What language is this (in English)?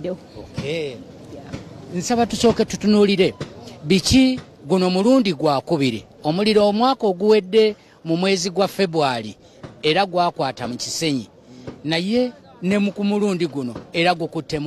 Ganda